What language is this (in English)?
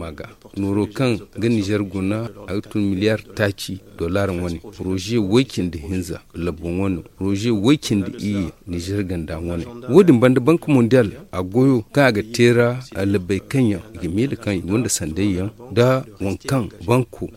Zarma